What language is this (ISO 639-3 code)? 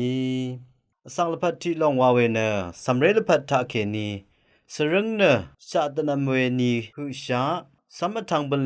raw